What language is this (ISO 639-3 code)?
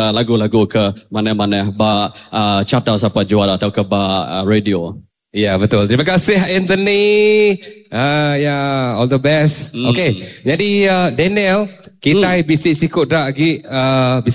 iba